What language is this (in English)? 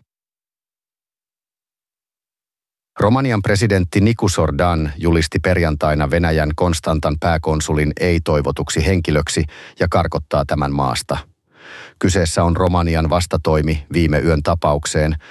Finnish